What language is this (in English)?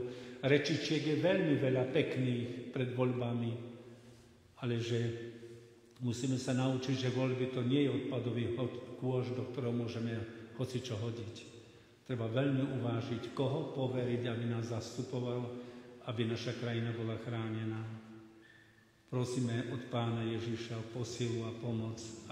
Slovak